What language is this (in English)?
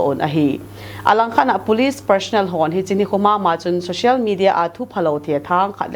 Thado Chin